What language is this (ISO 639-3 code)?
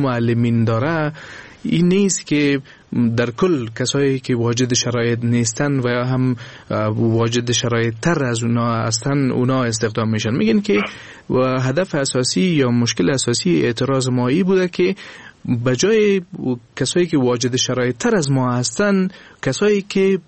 fas